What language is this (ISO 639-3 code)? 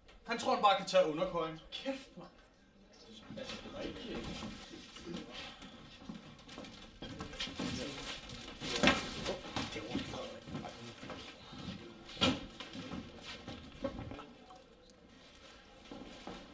dan